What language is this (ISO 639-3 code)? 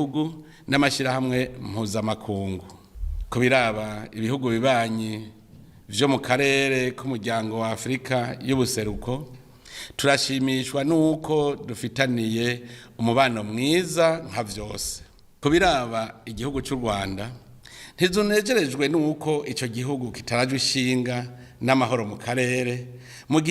run